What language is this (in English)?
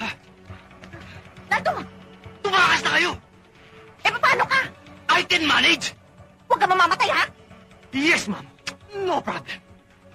Filipino